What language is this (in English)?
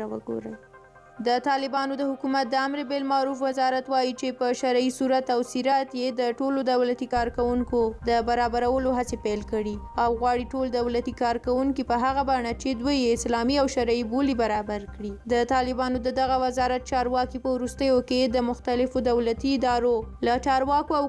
Pashto